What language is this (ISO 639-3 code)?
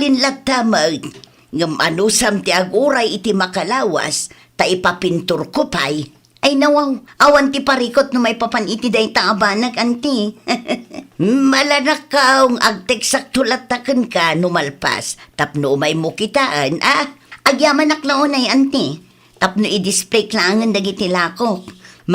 ilo